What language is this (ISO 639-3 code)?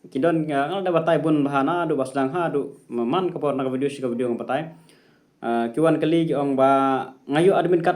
kha